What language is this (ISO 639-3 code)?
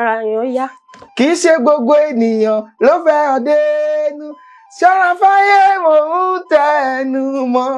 yor